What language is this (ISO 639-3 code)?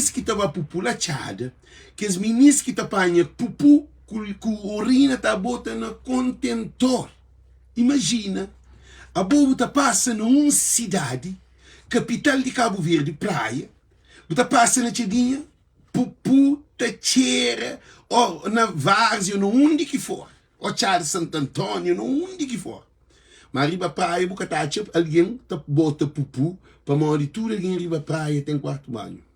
kea